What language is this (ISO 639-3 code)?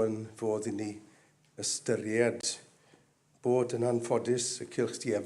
cym